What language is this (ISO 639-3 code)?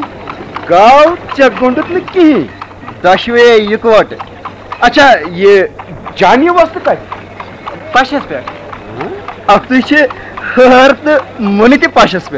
kas